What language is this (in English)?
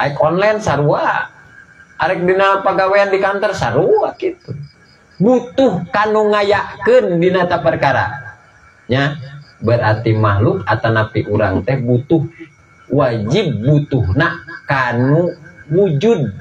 Sundanese